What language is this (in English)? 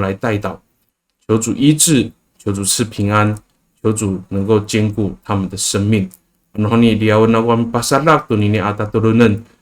Amis